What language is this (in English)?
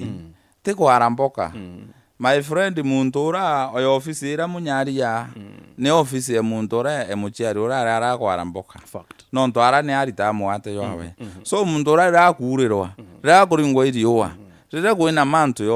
Meru